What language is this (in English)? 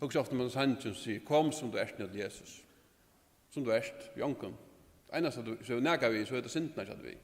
Faroese